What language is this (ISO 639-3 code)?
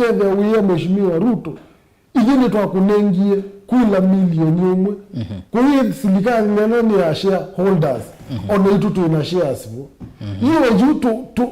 kam